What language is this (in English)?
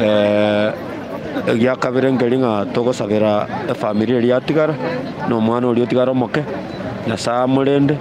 Gusii